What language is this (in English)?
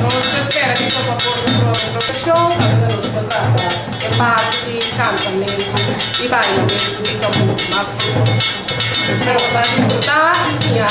Papiamento